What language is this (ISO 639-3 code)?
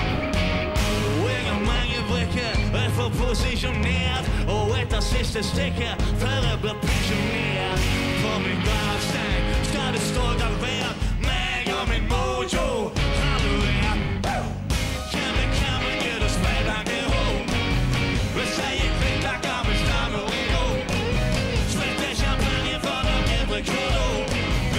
nor